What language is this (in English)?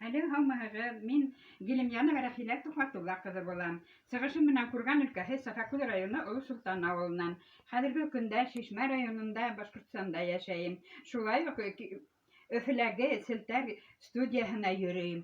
Bashkir